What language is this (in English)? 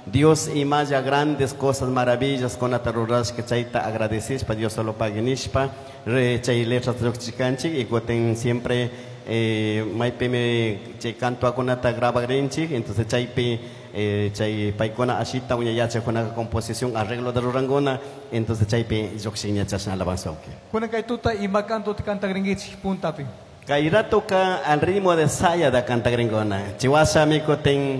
Chimborazo Highland Quichua